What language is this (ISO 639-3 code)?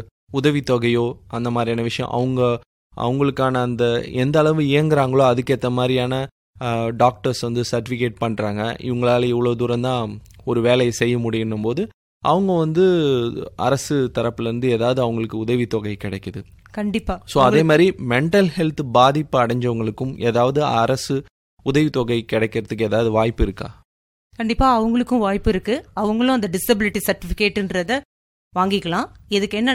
tam